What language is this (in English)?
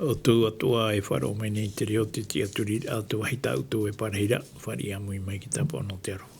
Tahitian